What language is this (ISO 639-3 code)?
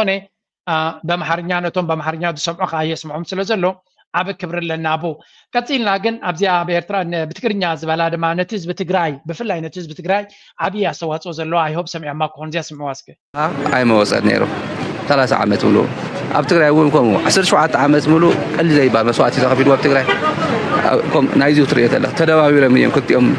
tir